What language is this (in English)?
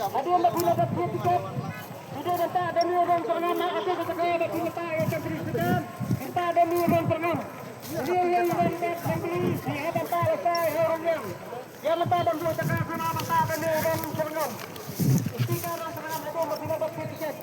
Khasi